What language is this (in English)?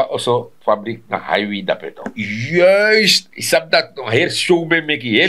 Sranan Tongo